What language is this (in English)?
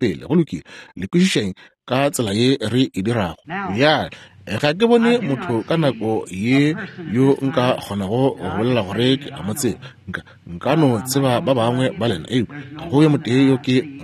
Northern Sotho